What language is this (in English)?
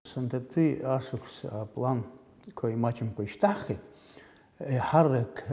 Abkhazian